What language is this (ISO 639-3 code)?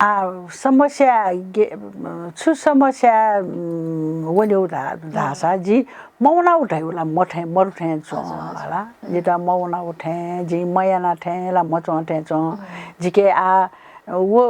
new